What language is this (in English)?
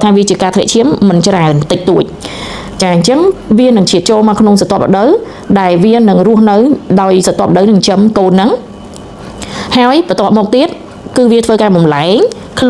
Khmer